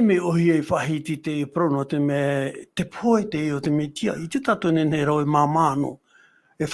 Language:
Tahitian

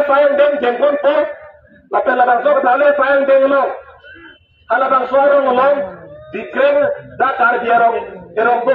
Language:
Karbi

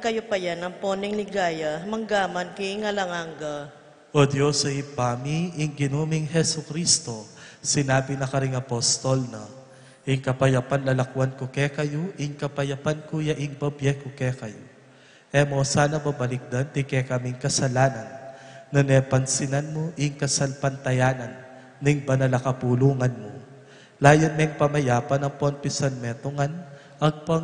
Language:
Pampanga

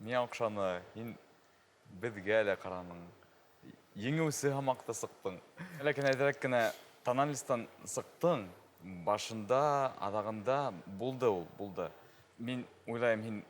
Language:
Bashkir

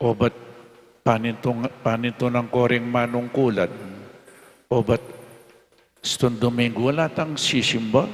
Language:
Pampanga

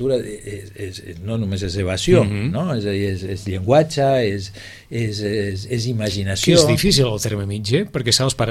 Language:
Catalan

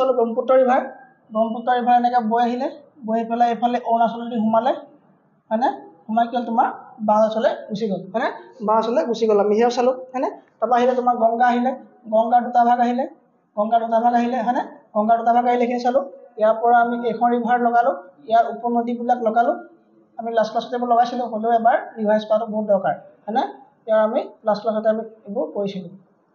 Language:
Assamese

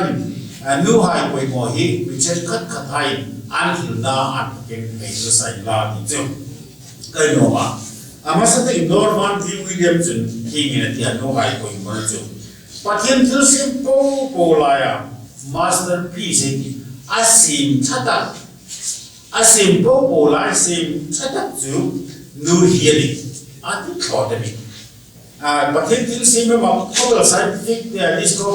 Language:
Hmar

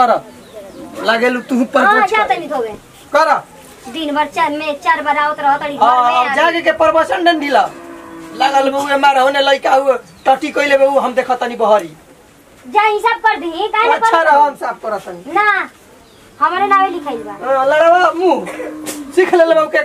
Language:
Bhojpuri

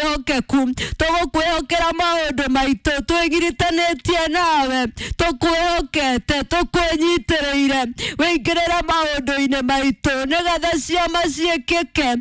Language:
Kikuyu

